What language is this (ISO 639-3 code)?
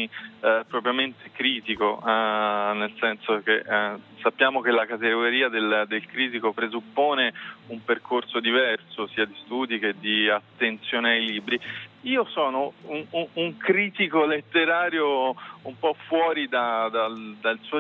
ita